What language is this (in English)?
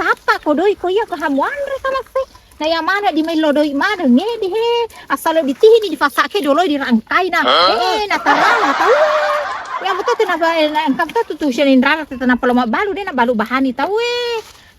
Buginese